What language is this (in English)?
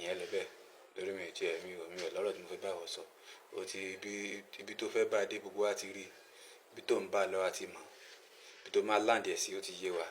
Yoruba